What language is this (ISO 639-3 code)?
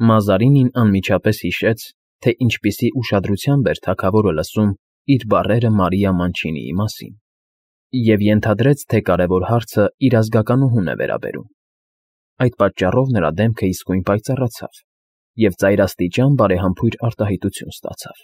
hye